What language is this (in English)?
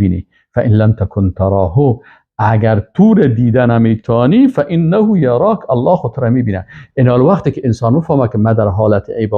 Persian